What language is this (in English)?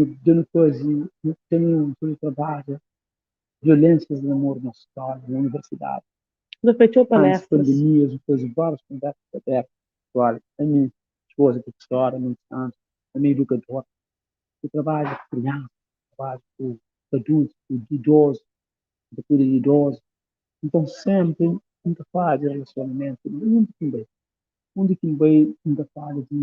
Kabuverdianu